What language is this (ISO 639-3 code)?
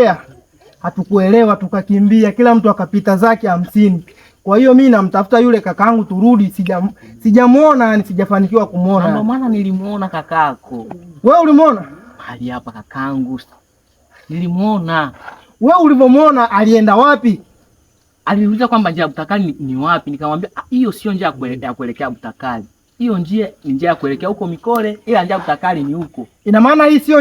swa